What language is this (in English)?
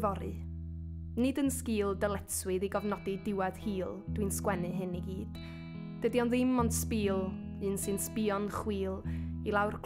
Welsh